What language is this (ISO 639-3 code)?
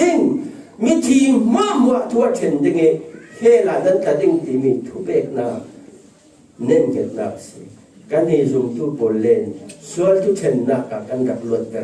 cfm